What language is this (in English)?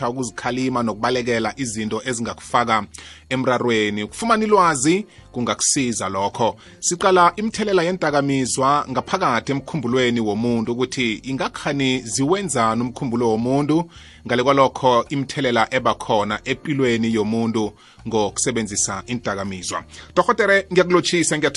South Ndebele